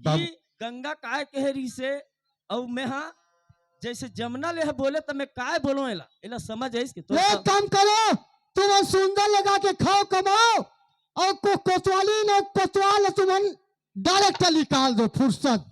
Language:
Chhattisgarhi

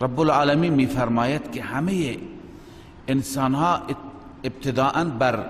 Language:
Persian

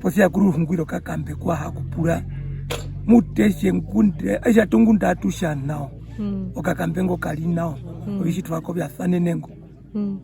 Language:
Herero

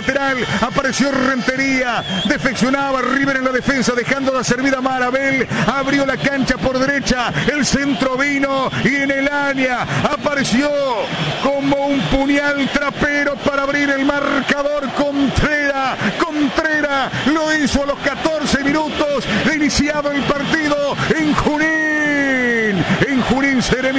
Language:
Spanish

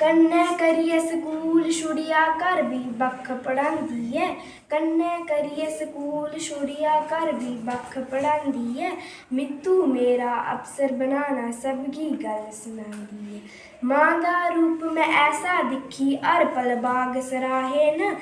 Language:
Dogri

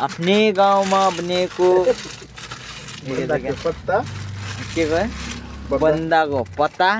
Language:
Nepali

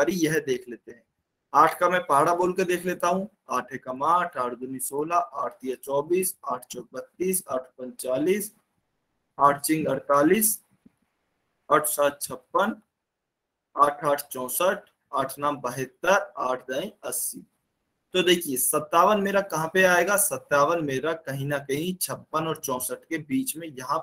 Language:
Hindi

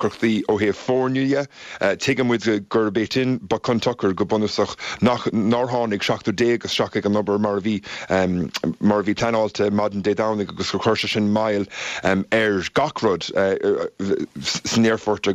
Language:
Irish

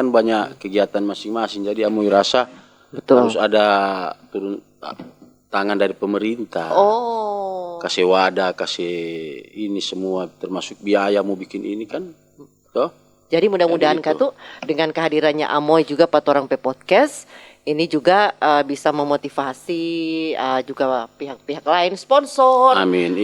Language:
Manado Malay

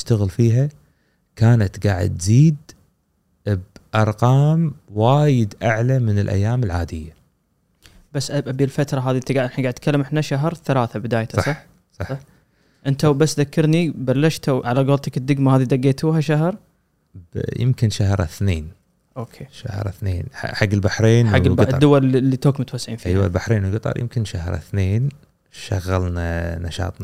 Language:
Gulf Arabic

